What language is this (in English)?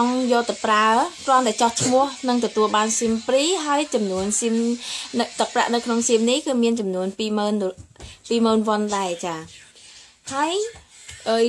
Khmer